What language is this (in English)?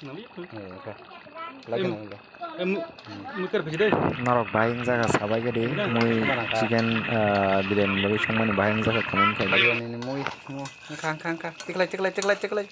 Kok Borok